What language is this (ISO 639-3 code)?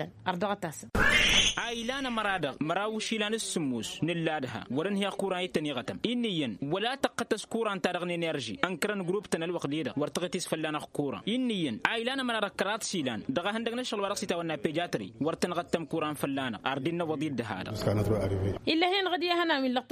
taq